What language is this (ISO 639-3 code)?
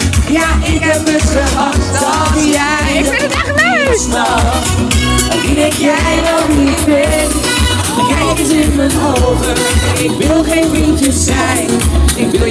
nld